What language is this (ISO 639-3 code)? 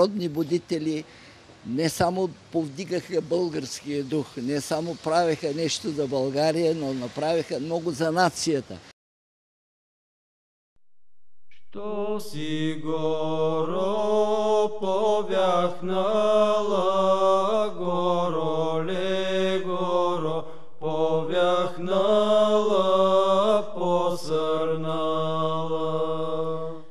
bul